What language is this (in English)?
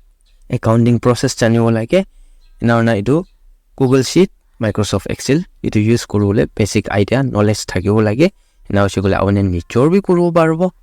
Naga Pidgin